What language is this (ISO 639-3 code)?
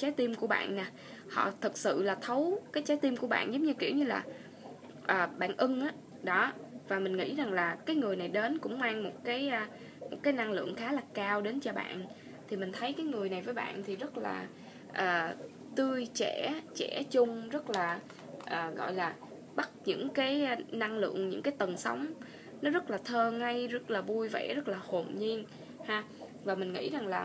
vie